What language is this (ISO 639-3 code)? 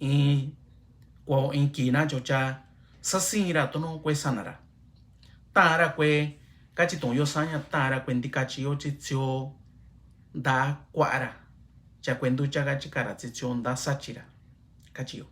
mix